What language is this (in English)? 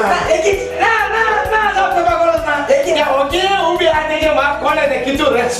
Konkani